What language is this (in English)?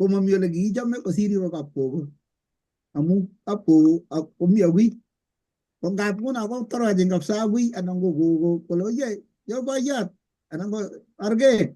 Kalenjin